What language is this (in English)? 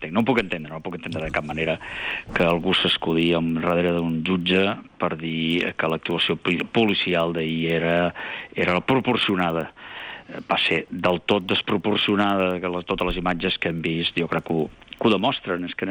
Catalan